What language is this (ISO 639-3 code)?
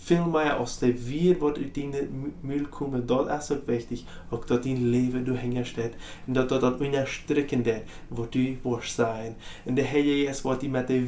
pdt